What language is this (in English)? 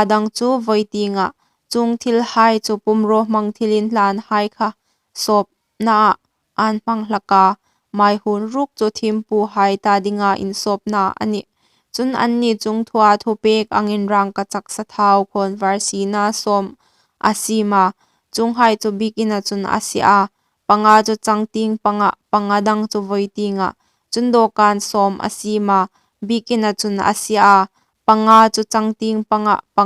Hmar